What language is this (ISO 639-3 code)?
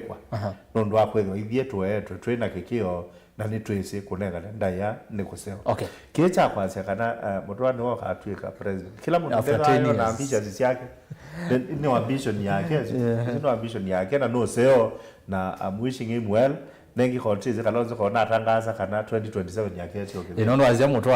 kam